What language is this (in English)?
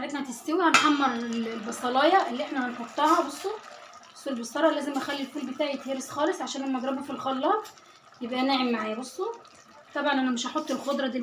Egyptian Arabic